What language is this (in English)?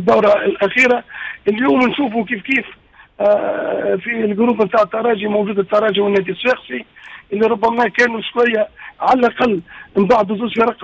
Tunisian Arabic